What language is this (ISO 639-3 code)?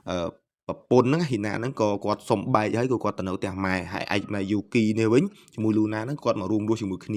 khm